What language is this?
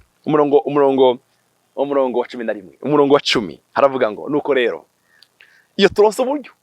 Rundi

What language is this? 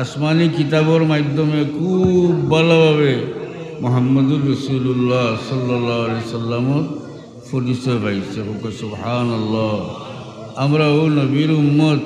Sylheti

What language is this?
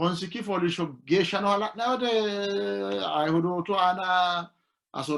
Sidamo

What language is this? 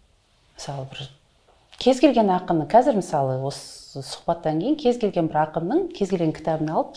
Kazakh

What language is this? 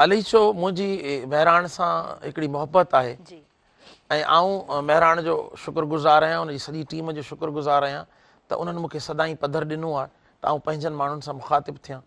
Sindhi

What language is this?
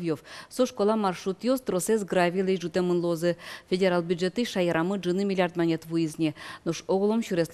Udmurt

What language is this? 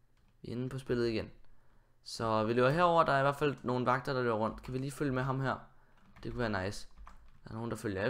Danish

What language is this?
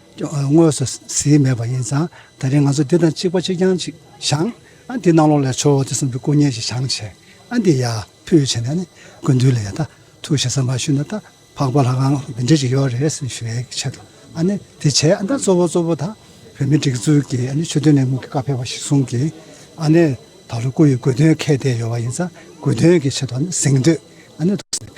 Tibetan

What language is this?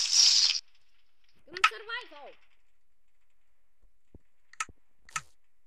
Bulgarian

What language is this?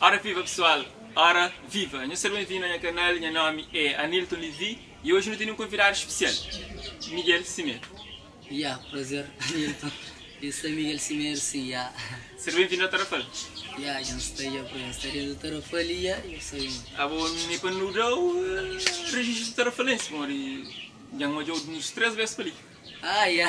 Kabuverdianu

